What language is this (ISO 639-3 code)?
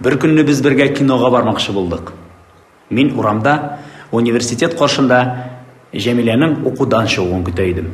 tat